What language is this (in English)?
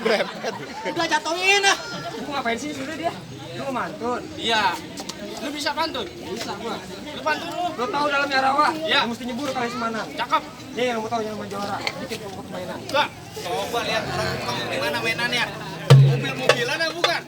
Betawi